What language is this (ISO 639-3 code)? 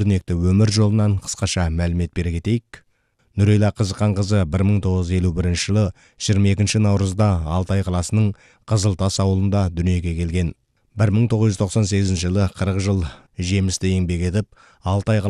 kaz